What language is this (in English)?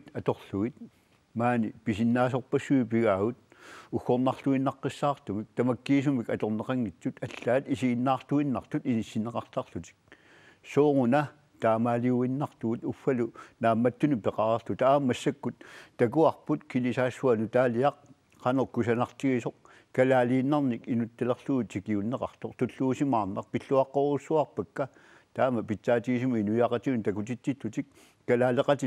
Kalaallisut